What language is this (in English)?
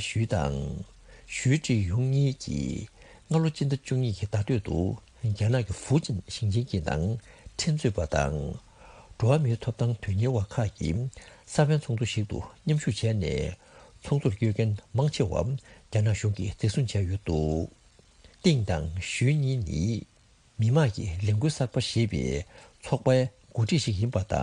Tibetan